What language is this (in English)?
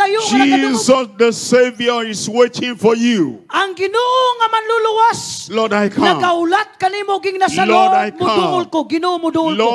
Cebuano